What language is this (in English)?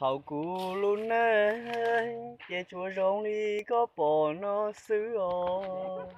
Hmong